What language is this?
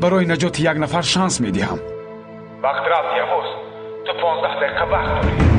Tajik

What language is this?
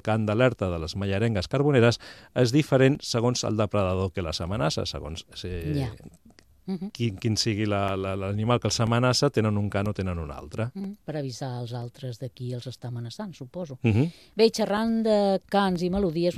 Catalan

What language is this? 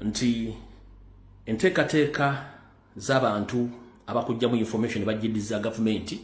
Ganda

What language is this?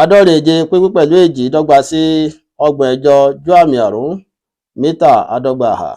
Yoruba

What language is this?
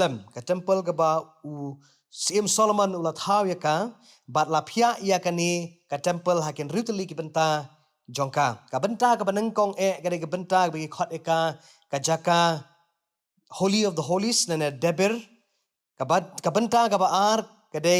Khasi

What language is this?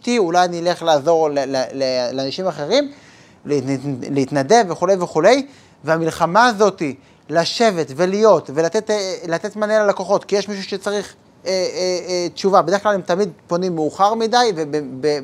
Hebrew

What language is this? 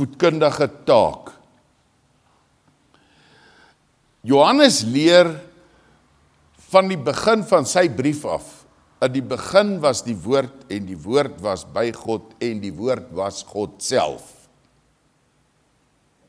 Afrikaans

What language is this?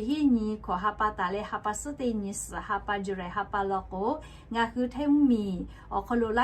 Lahu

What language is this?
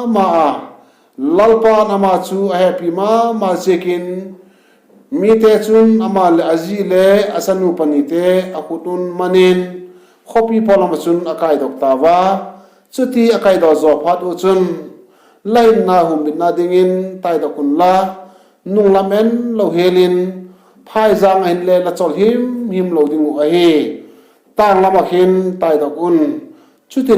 Vaiphei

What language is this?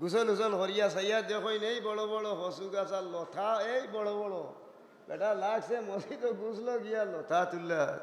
Sylheti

